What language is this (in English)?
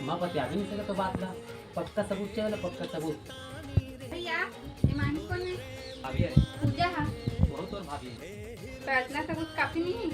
Chhattisgarhi